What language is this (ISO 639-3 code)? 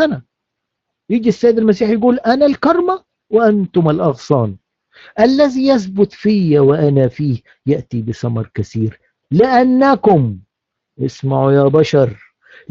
arz